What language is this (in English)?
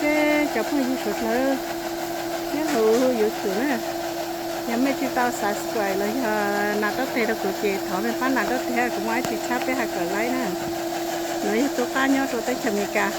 Hmong